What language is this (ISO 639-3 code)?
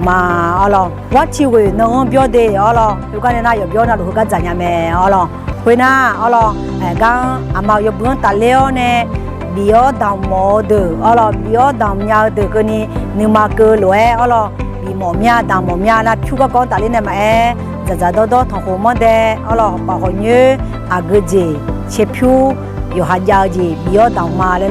ahk